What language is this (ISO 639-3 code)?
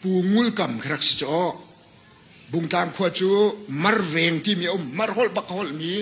cnh